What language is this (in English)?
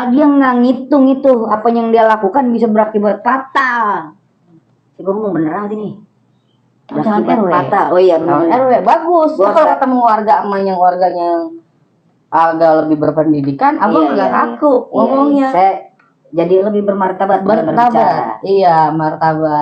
Betawi